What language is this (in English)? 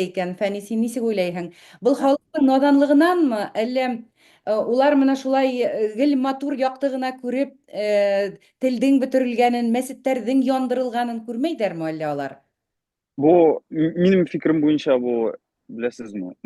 Bashkir